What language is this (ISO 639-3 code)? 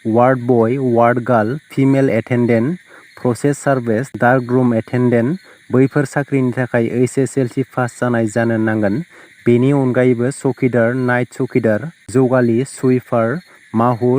brx